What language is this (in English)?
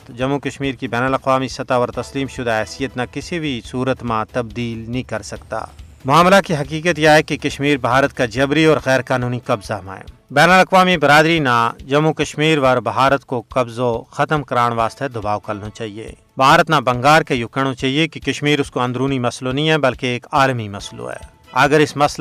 Gujari